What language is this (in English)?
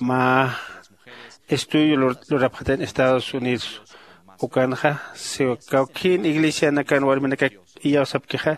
Aymara